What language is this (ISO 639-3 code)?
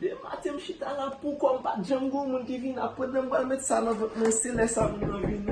hat